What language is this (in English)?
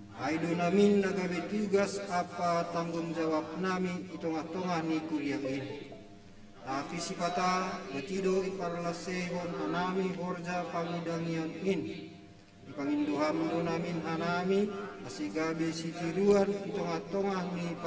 Batak Simalungun